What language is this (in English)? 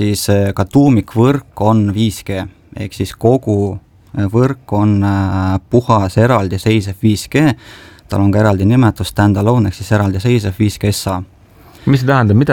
Estonian